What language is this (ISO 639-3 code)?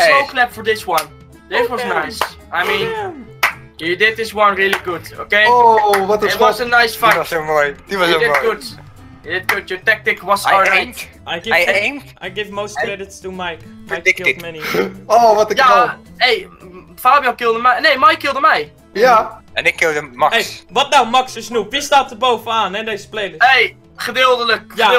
nld